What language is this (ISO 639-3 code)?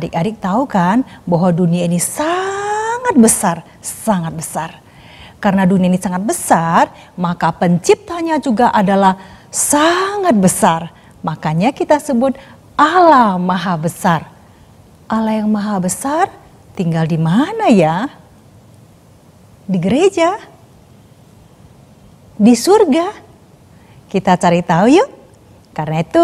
ind